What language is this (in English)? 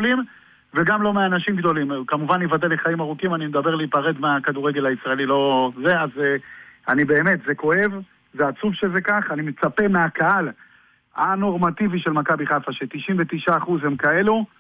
Hebrew